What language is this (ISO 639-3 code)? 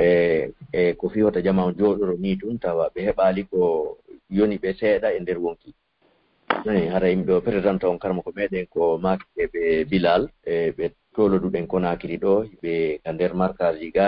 fuf